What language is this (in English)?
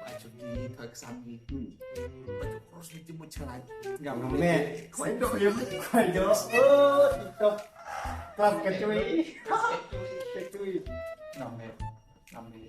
Khasi